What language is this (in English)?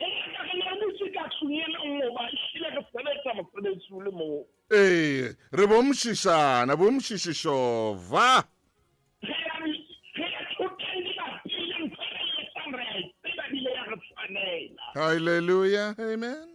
Southern Sotho